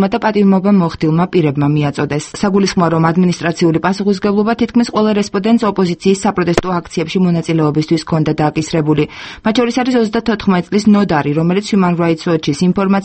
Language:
Georgian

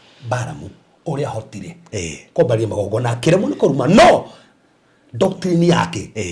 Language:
Kikuyu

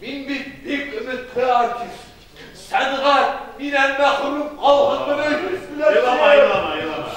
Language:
Bashkir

